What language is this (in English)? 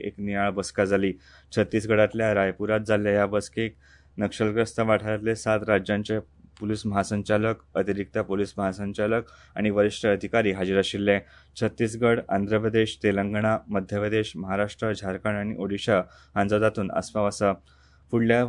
Konkani